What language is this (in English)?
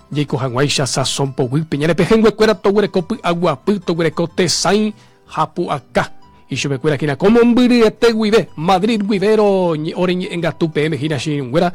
Guarani